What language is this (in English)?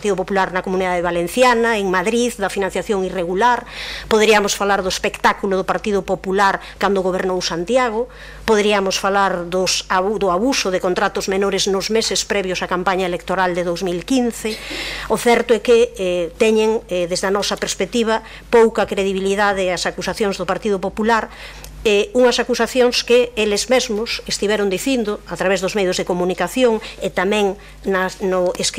Galician